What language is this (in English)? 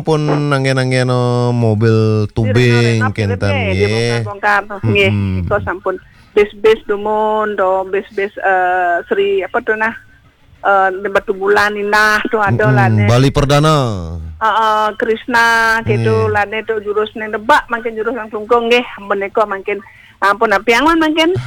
Balinese